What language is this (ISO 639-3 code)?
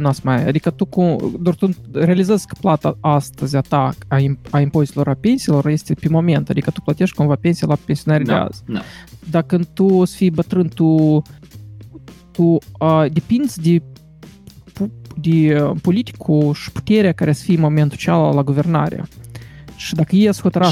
ron